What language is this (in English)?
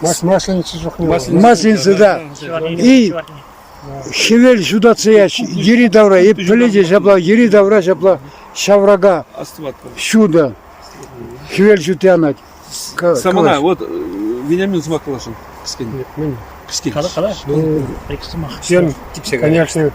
Chuvash